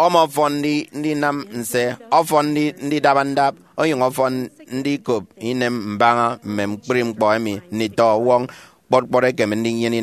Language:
Efik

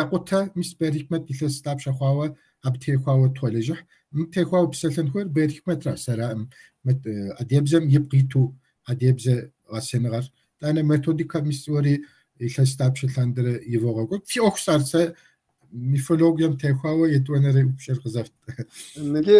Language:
Kabardian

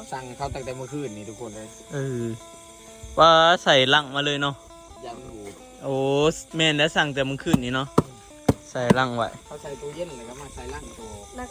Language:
Northeastern Thai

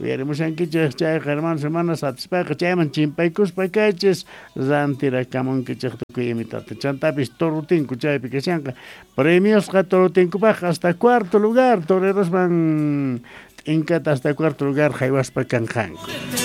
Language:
South Bolivian Quechua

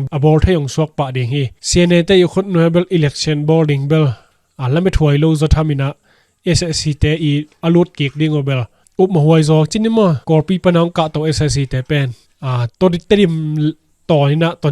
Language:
Tedim Chin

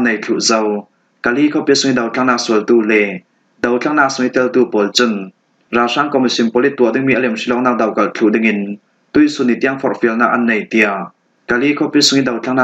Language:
Falam Chin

